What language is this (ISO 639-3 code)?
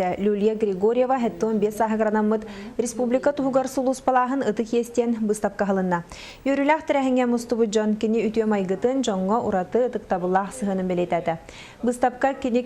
sah